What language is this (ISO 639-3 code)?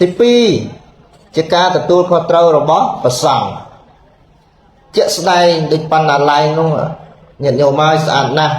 khm